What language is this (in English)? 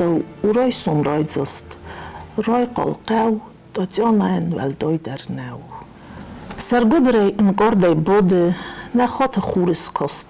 Ossetic